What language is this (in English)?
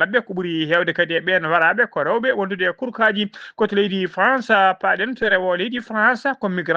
Fula